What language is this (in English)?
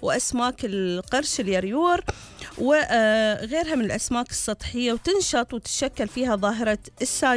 Gulf Arabic